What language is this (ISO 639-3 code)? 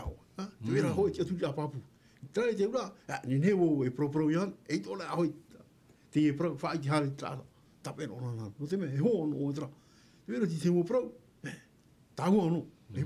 tah